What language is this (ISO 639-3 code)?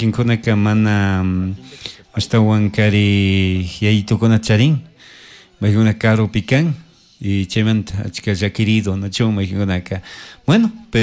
qug